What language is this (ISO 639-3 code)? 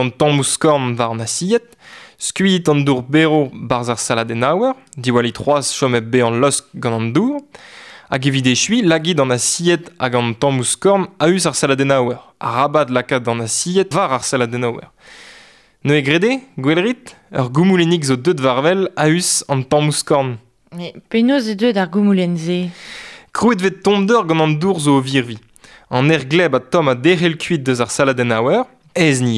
bre